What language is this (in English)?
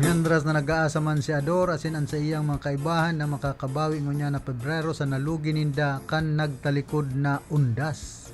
Bikol